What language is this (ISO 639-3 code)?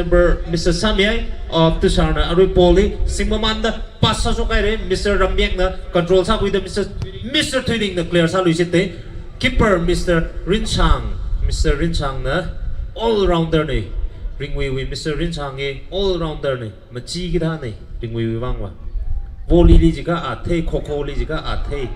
nmf